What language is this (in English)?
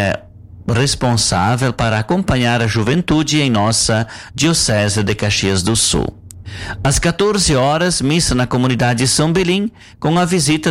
Portuguese